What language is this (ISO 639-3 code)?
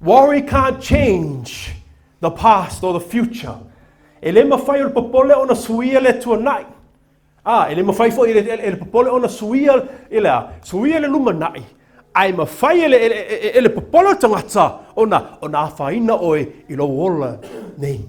smo